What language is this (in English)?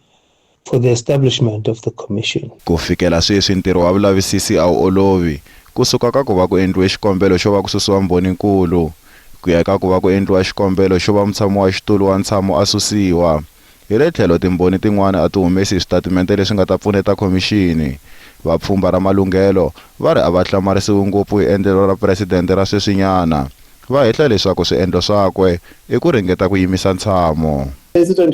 Tsonga